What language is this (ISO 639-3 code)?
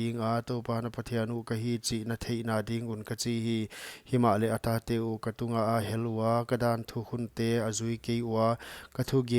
pck